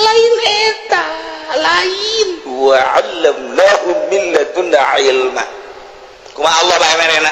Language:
Sundanese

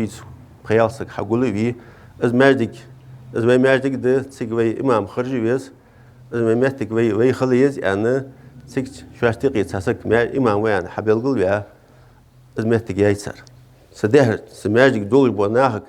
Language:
Ingush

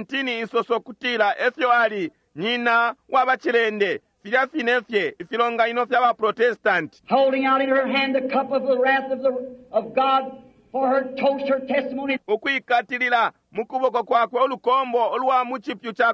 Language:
Bemba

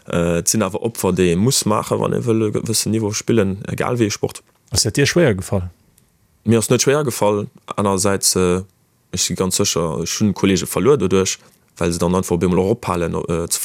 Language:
Luxembourgish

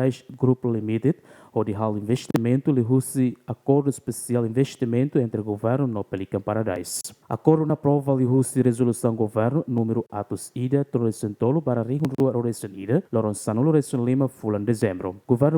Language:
Tetum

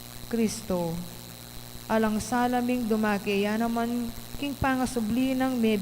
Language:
Pampanga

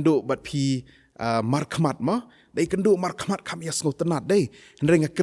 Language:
Khasi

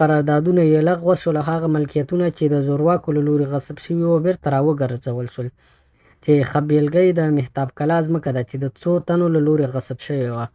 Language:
Pashto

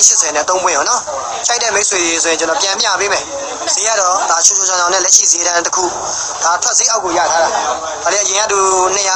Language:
Burmese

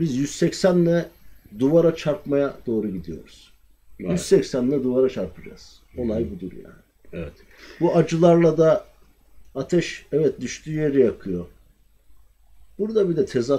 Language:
Turkish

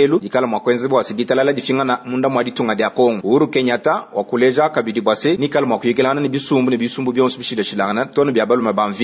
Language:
Luba-Lulua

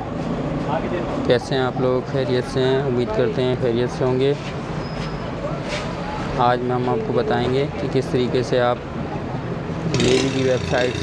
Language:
Hindi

